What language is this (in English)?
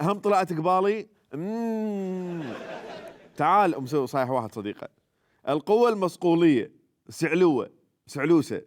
Mesopotamian Arabic